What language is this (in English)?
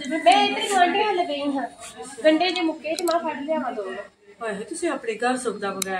Punjabi